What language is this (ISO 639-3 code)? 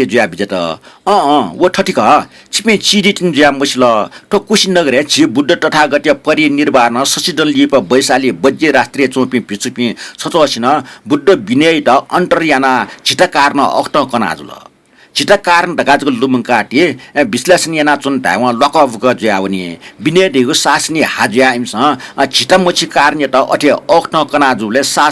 new